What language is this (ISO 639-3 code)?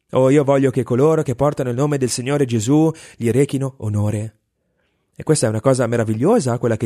ita